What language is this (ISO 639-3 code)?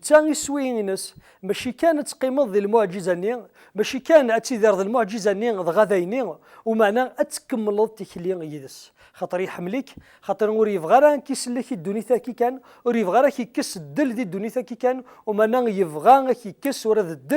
kab